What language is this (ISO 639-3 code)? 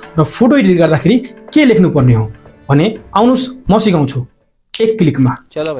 nep